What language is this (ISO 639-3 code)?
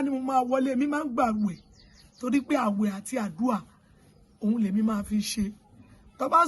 yor